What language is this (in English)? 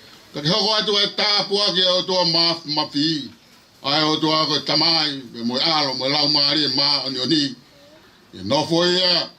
Tongan